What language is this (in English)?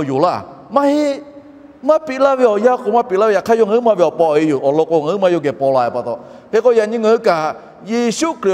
Lahu